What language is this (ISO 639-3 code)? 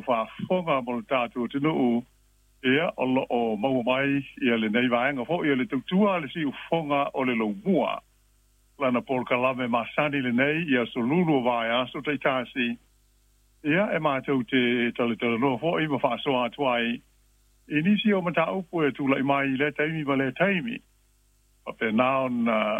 smo